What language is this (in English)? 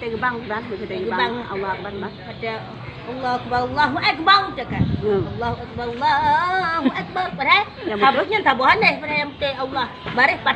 Achinese